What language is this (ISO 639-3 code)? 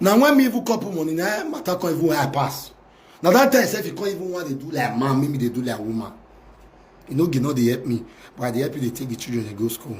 pcm